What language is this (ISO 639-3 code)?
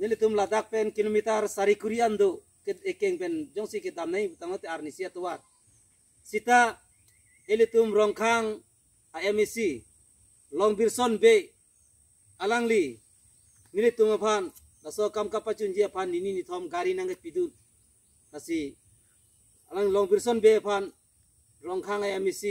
mjw